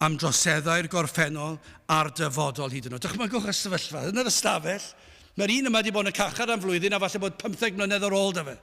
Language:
Welsh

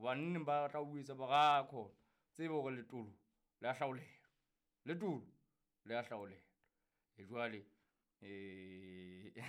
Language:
Southern Sotho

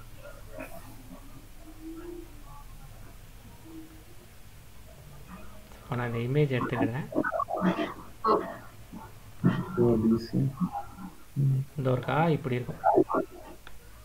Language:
Tamil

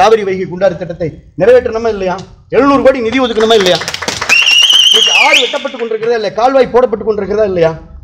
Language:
Tamil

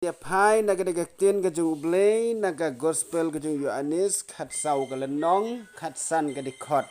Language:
Khasi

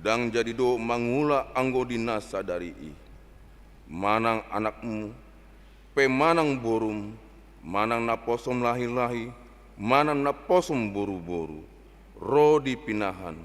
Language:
Batak Toba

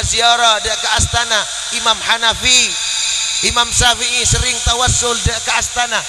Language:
Madurese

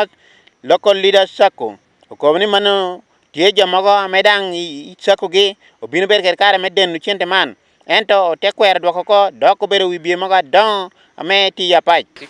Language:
Acoli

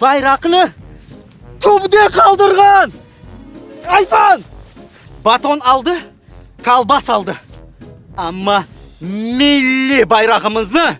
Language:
Crimean Tatar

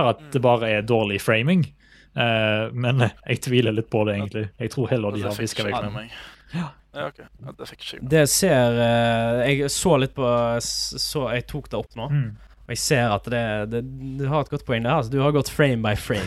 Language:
Norwegian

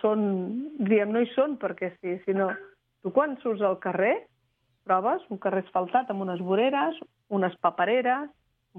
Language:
Catalan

